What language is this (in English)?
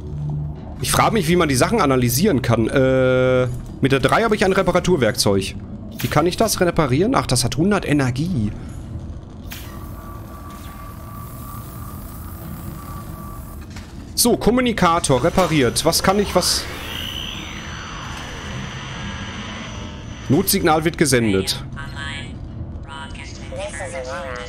German